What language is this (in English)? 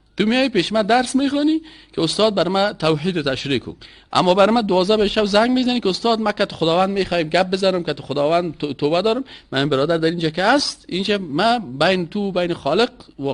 Persian